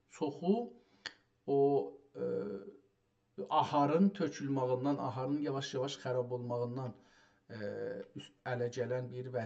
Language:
South Azerbaijani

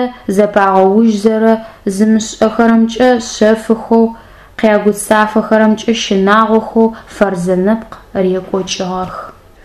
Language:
Adyghe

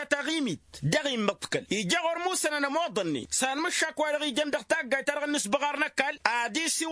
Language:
Tamasheq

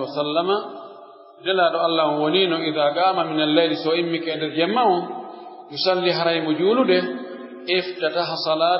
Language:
Pular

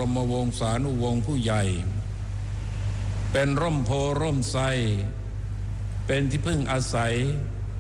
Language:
Thai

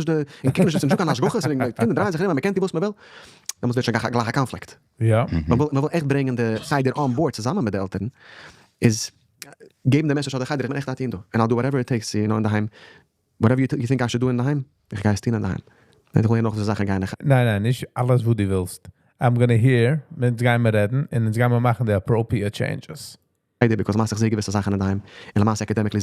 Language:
Yiddish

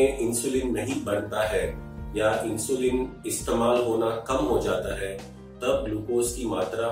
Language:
Hindi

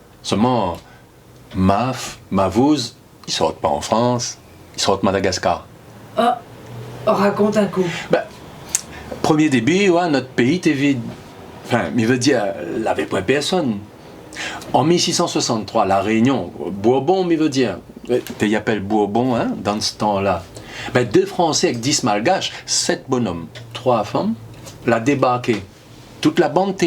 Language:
Réunion Creole French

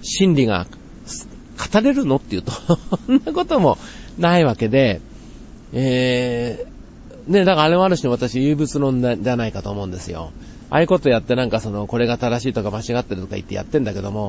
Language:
Japanese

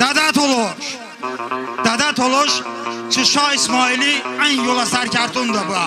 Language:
Talysh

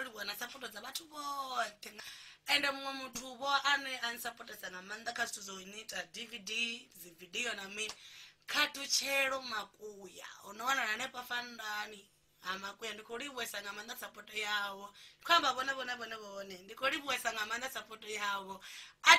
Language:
Venda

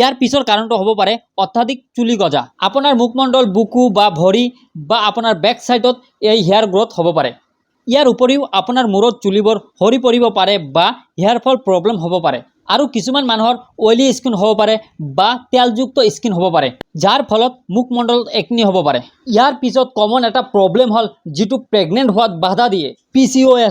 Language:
Assamese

